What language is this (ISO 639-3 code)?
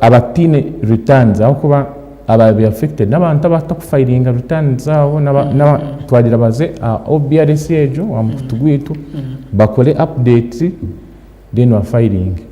nyn